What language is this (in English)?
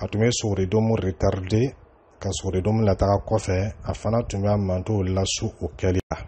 Dyula